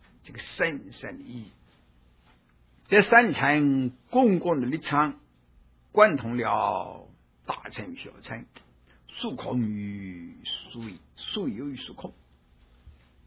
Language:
Chinese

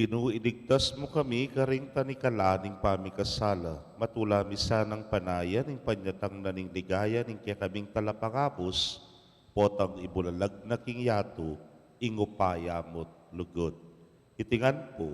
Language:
Pampanga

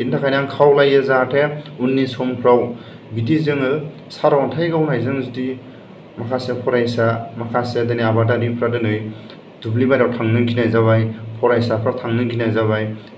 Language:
Bodo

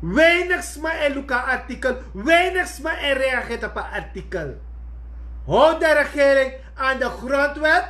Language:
Sranan Tongo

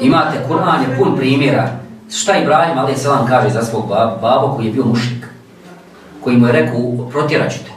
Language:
Bosnian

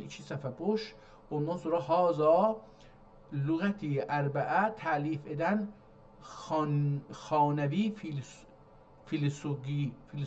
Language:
South Azerbaijani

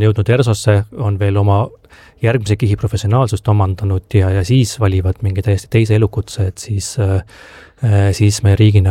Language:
Estonian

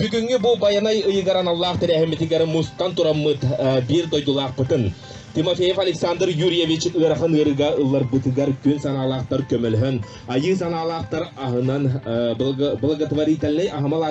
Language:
Yakut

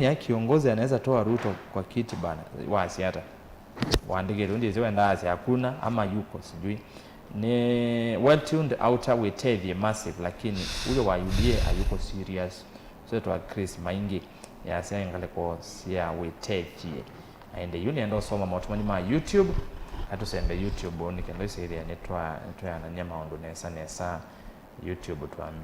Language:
Kamba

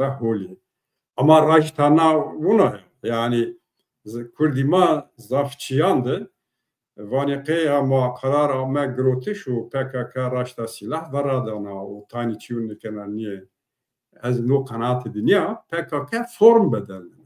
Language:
Zaza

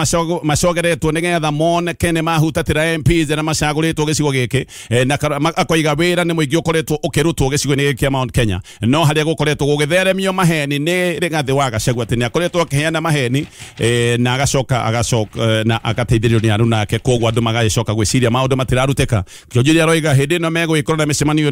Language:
Kikuyu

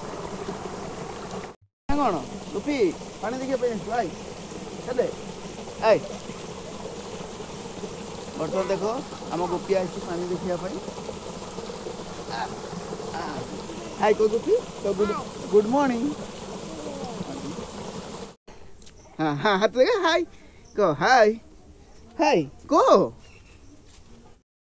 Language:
Odia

